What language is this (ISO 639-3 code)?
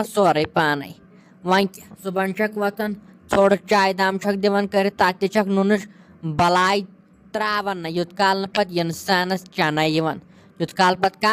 kas